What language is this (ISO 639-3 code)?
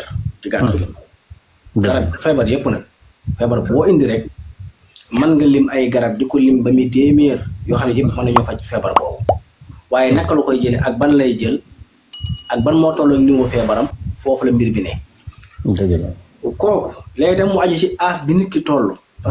wol